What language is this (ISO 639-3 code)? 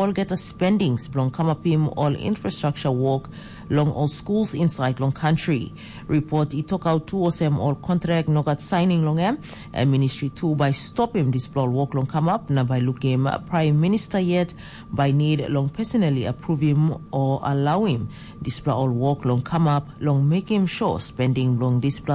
tpi